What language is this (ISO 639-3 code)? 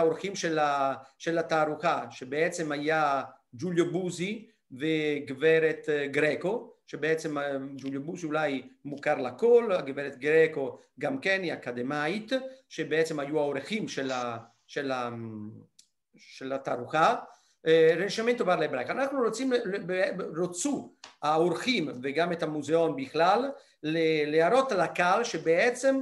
heb